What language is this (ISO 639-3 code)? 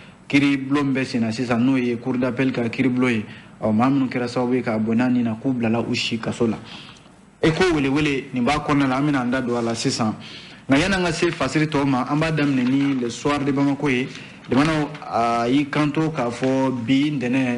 bam